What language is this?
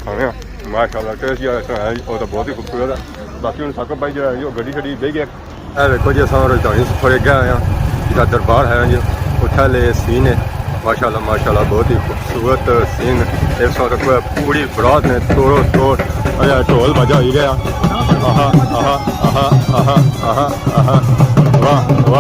Pahari-Potwari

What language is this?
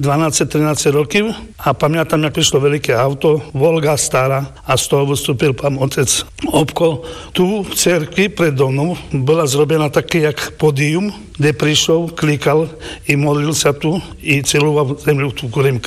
Slovak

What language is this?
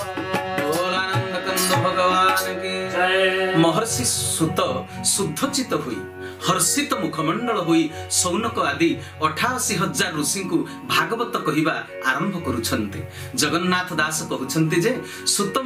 Odia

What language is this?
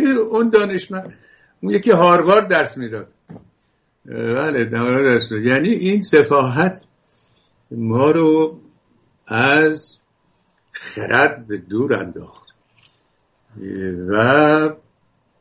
Persian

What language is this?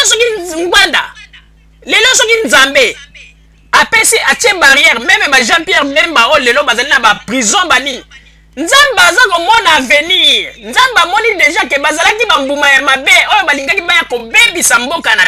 Lingala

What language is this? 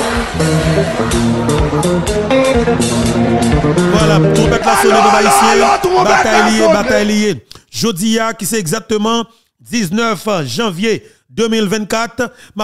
French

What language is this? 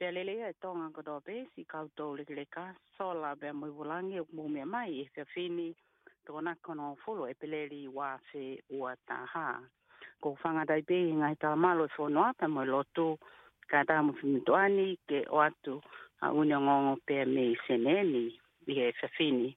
Tongan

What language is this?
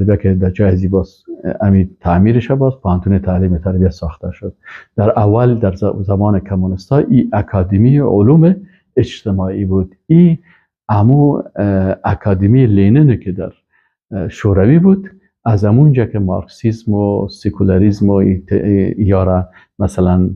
Persian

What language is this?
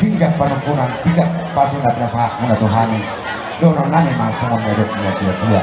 Batak Toba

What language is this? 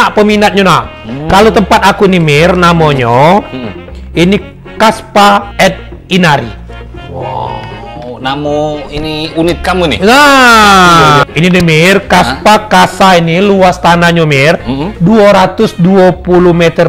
Musi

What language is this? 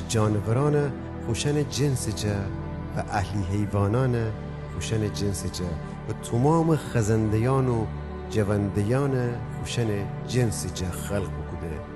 Gilaki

